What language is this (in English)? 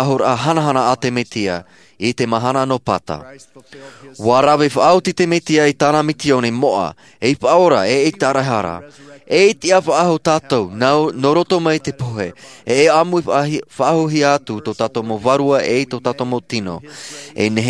Tahitian